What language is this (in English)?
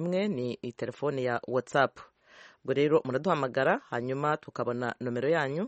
Kinyarwanda